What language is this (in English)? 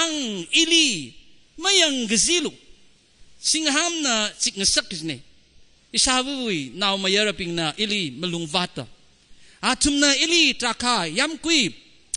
Tangkhul Naga (India)